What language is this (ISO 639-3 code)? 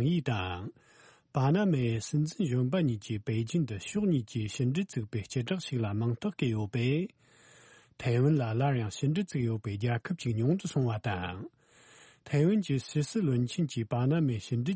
bod